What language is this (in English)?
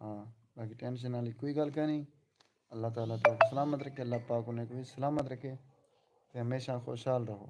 Saraiki